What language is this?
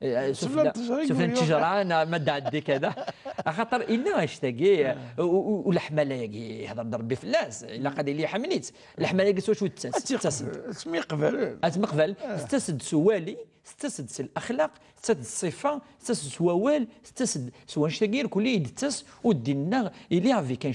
Kabyle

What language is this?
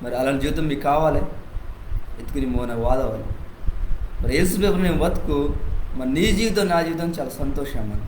Koya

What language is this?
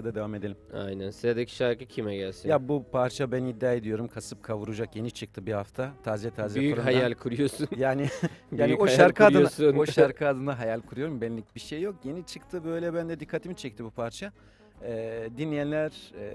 Turkish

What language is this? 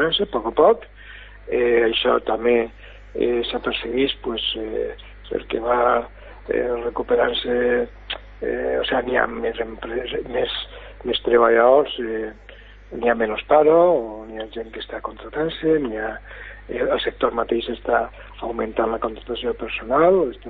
Catalan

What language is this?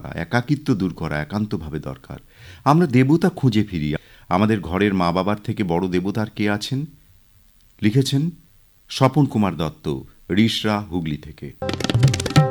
Bangla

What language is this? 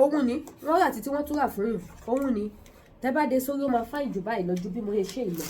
Yoruba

